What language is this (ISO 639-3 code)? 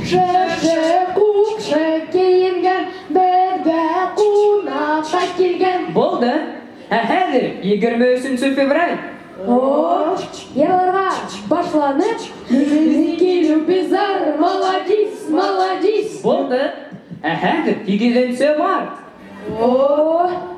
bak